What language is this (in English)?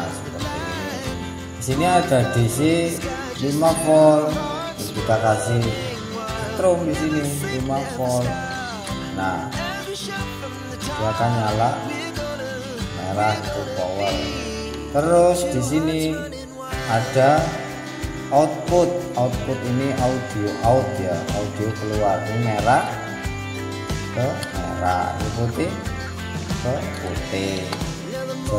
Indonesian